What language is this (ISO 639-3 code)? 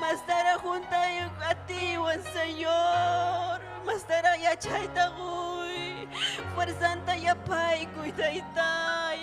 quy